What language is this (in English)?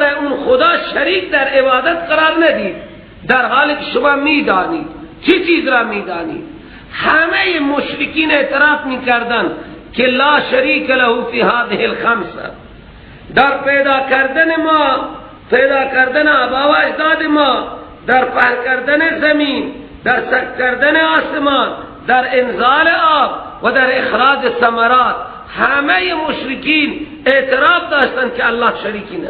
Persian